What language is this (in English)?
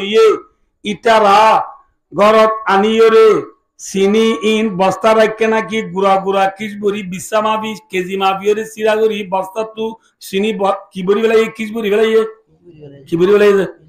Rohingya